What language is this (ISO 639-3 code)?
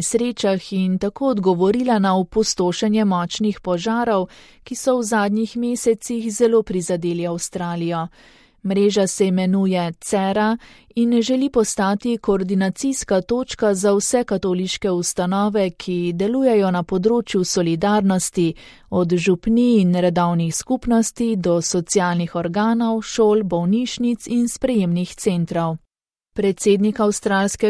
slv